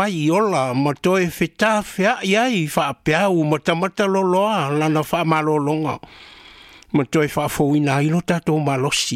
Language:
Samoan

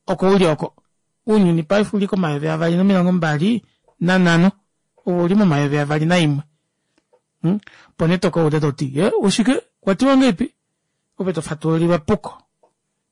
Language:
Kuanyama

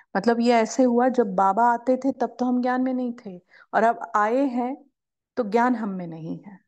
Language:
Hindi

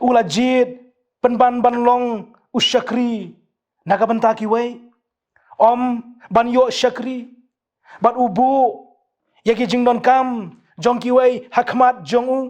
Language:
Khasi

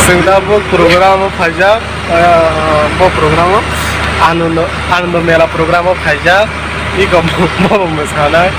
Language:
Kok Borok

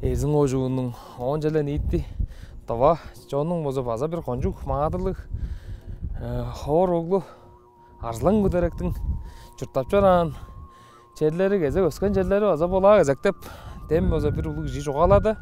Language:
Tuvinian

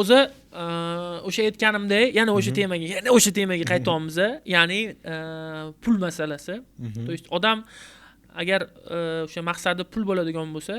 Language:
Uzbek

